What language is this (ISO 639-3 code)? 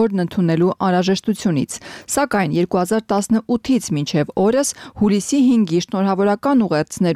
hye